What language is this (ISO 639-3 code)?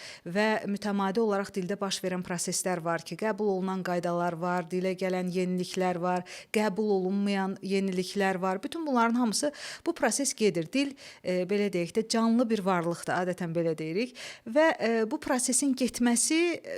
aze